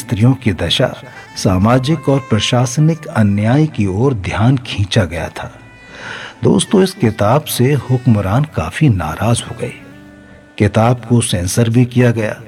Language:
Hindi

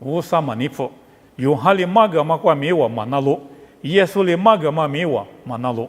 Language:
Lisu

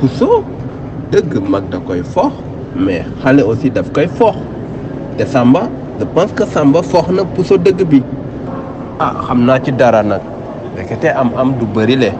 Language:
Wolof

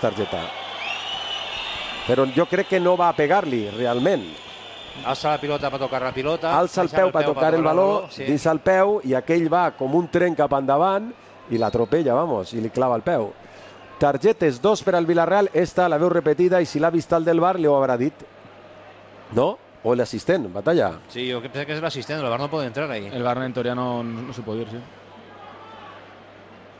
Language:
Catalan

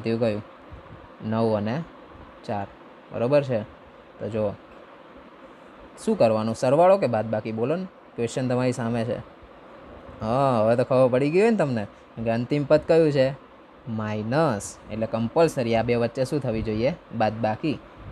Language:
Gujarati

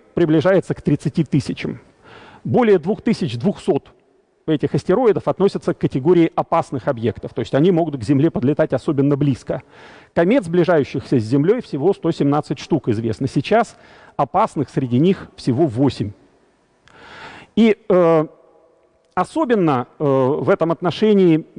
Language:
Russian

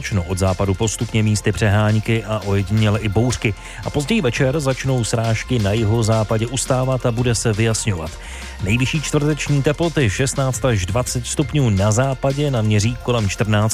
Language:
Czech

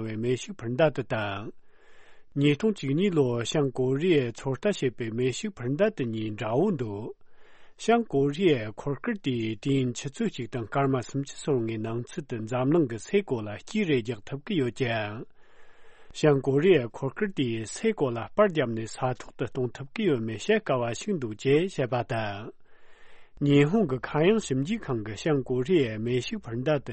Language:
Tibetan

